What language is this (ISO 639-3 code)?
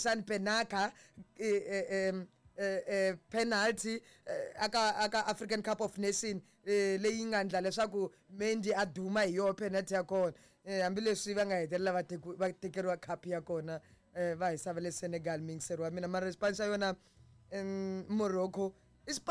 tso